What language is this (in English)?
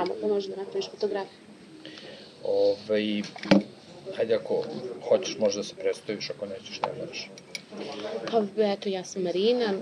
Serbian